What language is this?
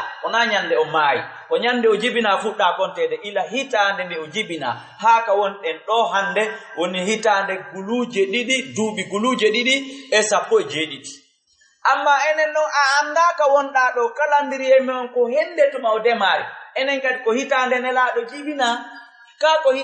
Fula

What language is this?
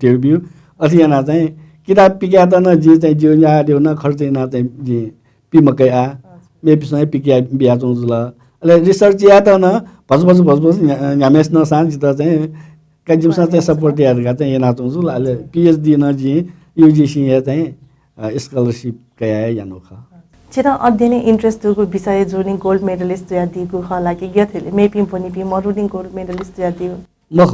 Newari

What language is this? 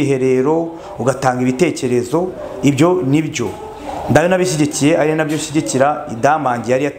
Kinyarwanda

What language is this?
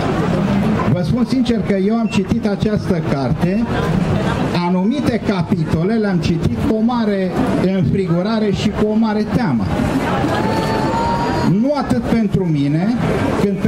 Romanian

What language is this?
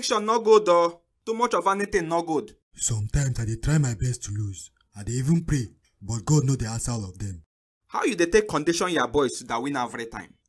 Nigerian Pidgin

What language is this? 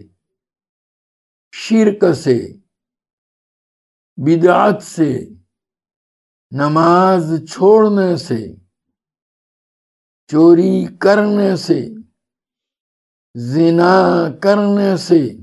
Urdu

